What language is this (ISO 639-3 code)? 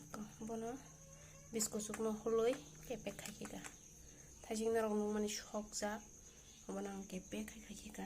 trp